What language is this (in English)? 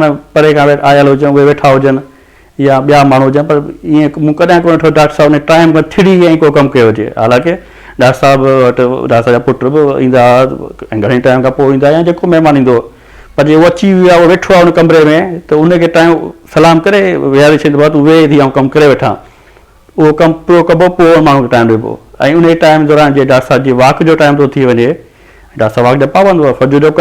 Sindhi